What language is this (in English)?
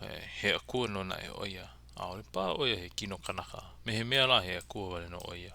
Hawaiian